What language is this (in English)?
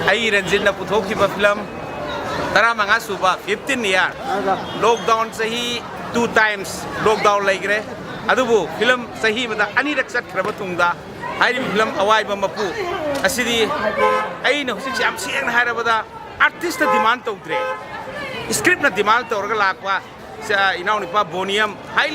Manipuri